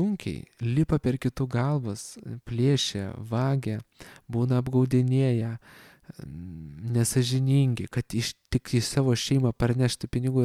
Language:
Lithuanian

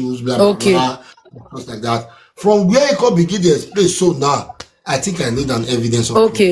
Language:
Nigerian Pidgin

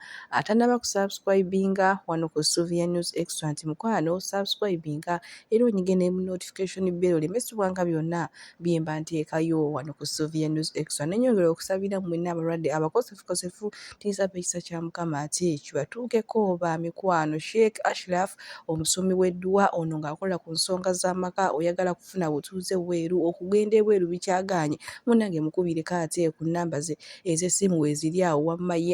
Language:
Ganda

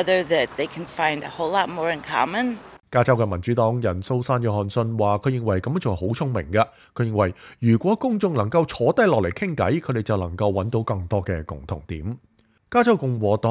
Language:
Cantonese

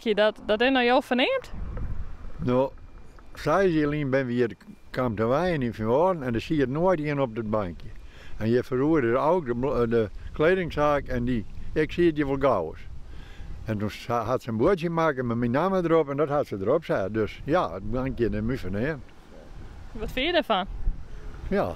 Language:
Western Frisian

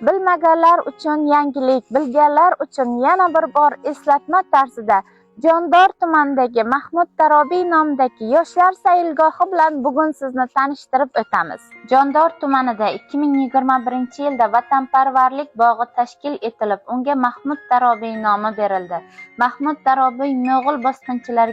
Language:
Uzbek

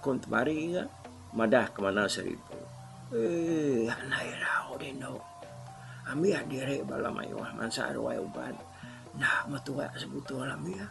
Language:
Iban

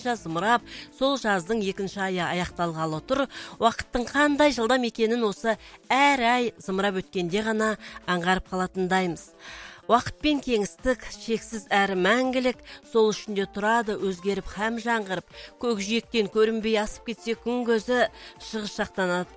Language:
Kazakh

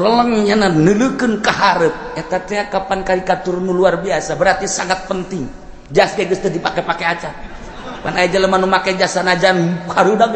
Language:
Sundanese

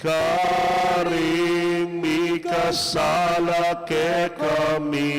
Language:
Pampanga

